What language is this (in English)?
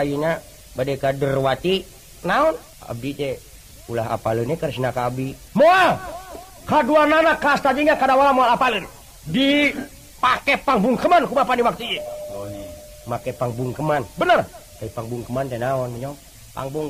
Sundanese